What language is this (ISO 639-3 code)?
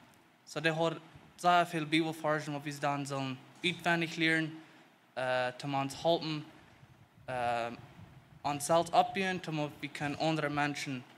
pdt